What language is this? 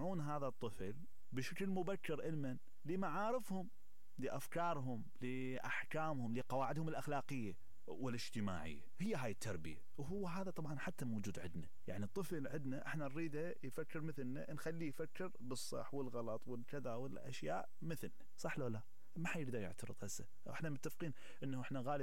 Mesopotamian Arabic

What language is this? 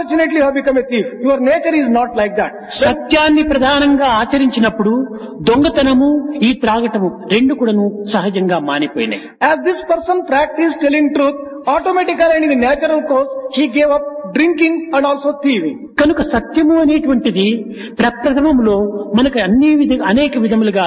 Telugu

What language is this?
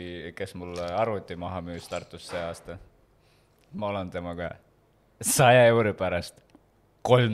Estonian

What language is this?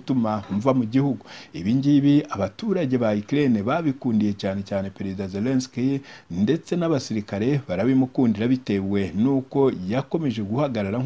Kinyarwanda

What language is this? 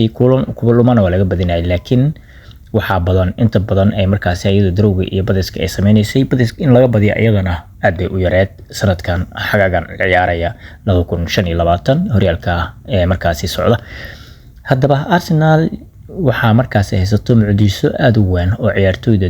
Somali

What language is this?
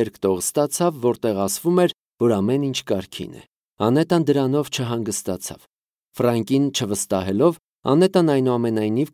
Armenian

